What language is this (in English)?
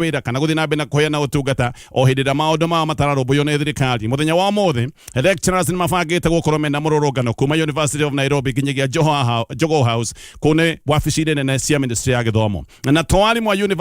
Kikuyu